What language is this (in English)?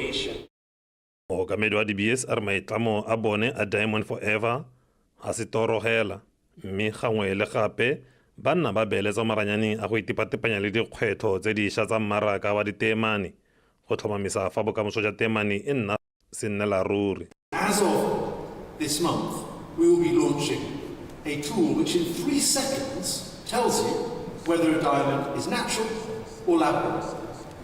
Tswana